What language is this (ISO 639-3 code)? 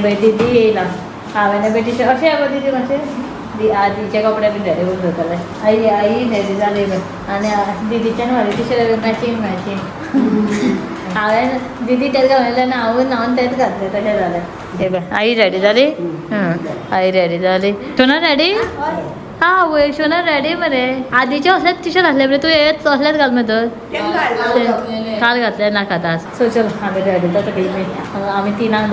kok